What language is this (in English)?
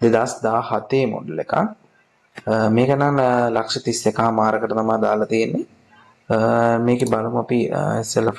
Sinhala